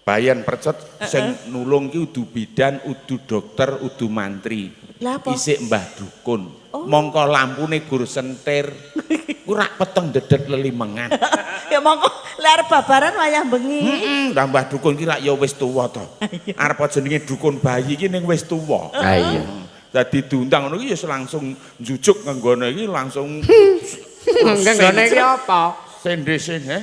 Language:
Javanese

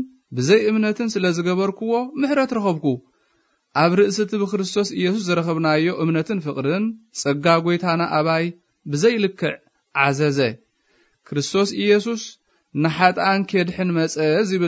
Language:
Tigrinya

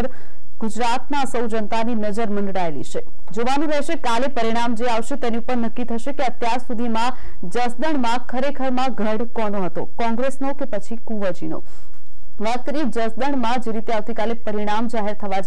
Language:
Gujarati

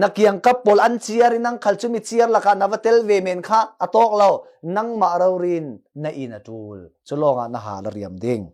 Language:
Falam Chin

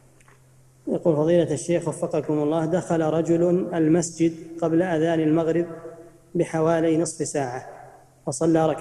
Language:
Arabic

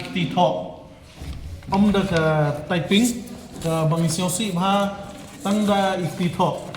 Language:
Khasi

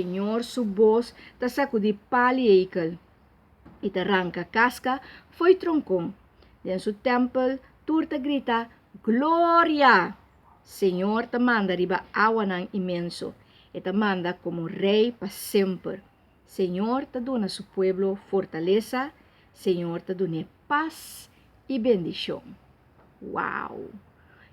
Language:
Papiamento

